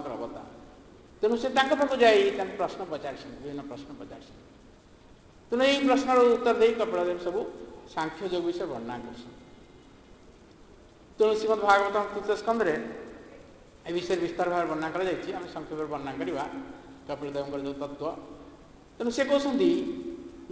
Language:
Odia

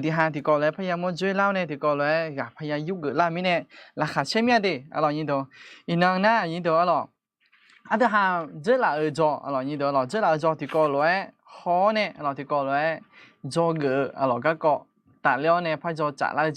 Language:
Akha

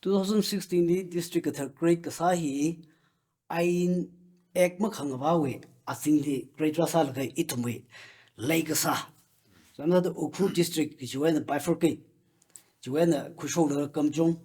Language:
Tangkhul Naga (India)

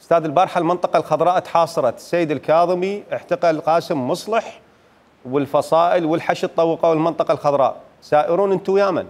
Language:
Mesopotamian Arabic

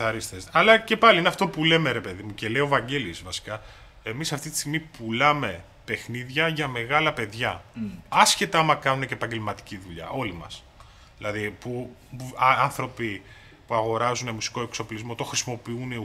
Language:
Greek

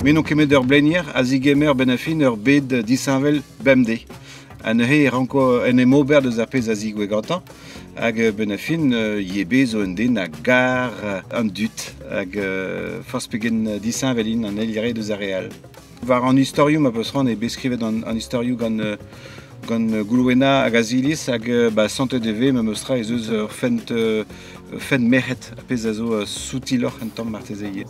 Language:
Breton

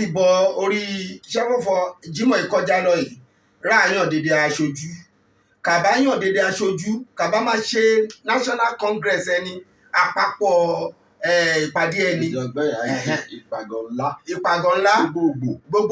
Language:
Yoruba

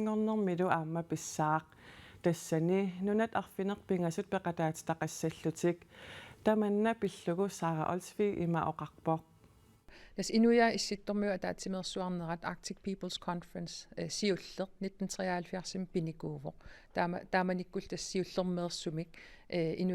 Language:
Kalaallisut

